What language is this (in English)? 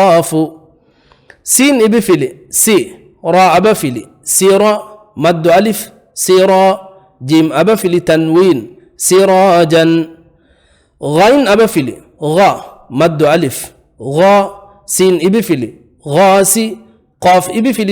Divehi